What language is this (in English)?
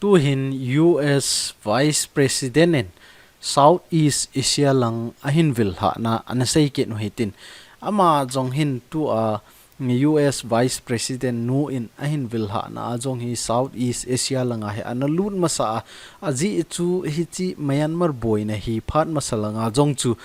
Thado Chin